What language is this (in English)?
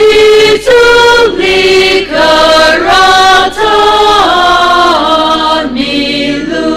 Tangkhul Naga (India)